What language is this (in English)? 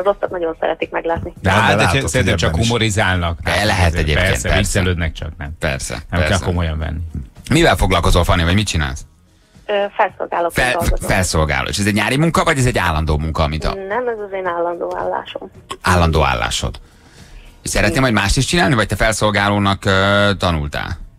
Hungarian